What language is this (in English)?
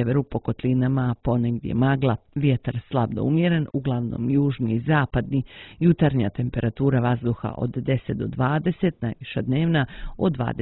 Serbian